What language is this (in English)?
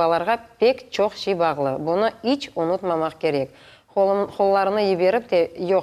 Crimean Tatar